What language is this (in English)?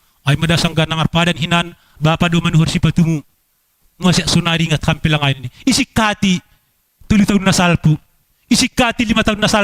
Batak Simalungun